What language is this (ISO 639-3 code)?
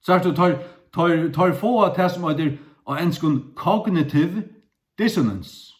fao